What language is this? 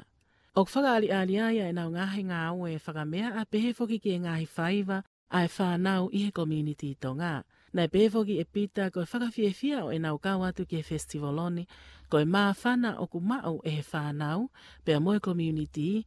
Tongan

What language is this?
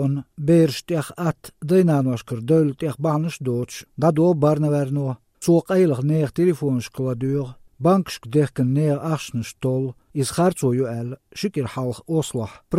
Chechen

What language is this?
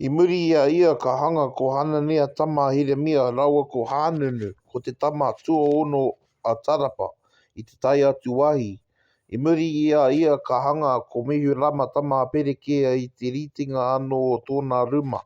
Māori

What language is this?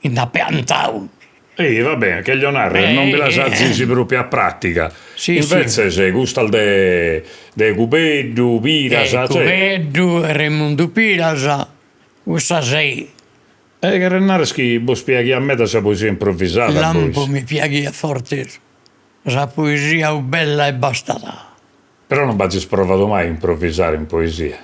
Sardinian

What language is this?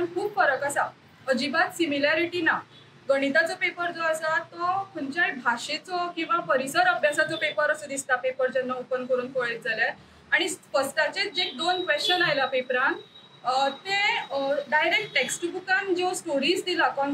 Konkani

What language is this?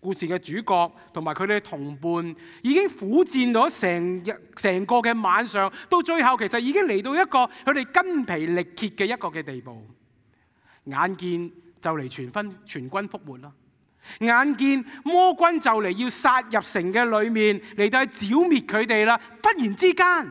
Cantonese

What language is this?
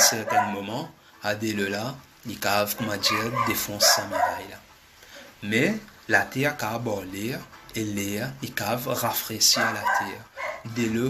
Morisyen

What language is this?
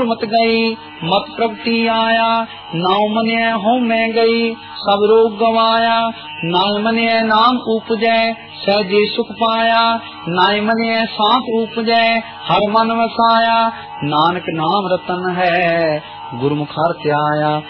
Punjabi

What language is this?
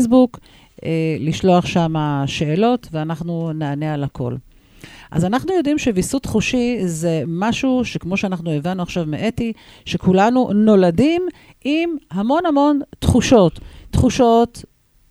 Hebrew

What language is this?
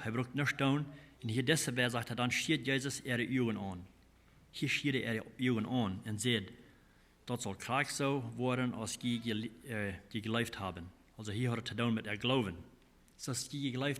Plautdietsch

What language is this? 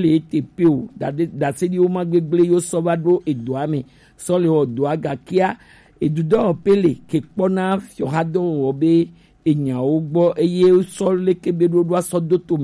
Gen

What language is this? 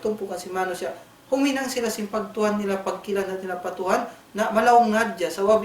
Tausug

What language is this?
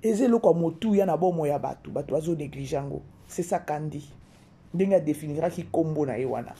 Lingala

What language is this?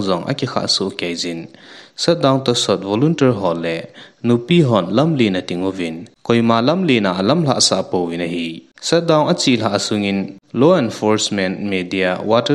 Thado Chin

